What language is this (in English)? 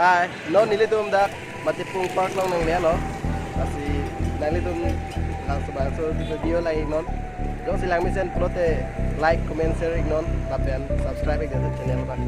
Karbi